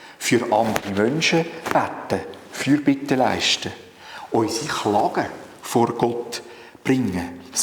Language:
Swiss German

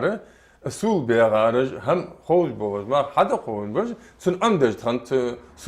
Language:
Ingush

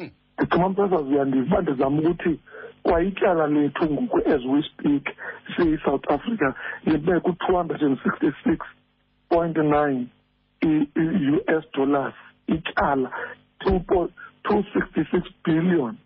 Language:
Xhosa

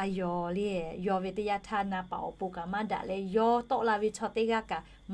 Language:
Lahu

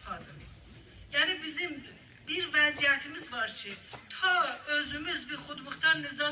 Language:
South Azerbaijani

